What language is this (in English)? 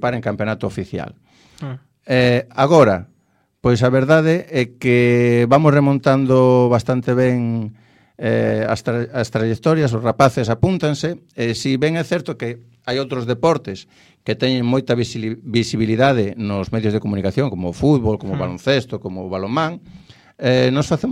Galician